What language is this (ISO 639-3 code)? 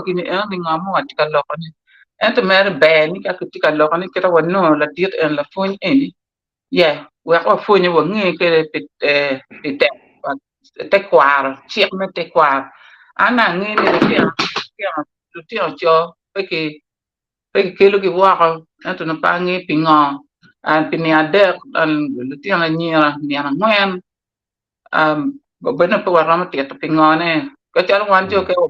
ach